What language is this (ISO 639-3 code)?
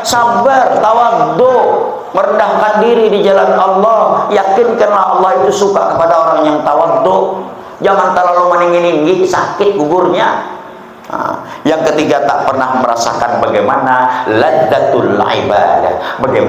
bjn